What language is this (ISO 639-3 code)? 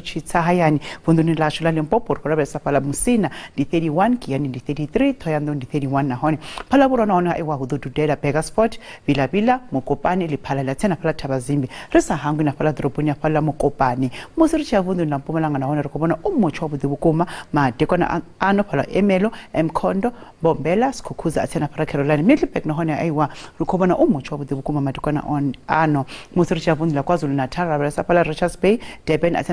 ven